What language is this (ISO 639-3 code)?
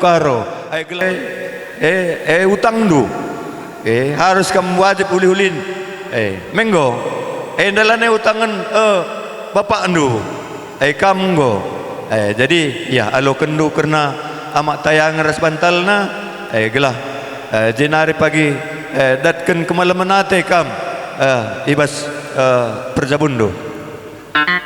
btx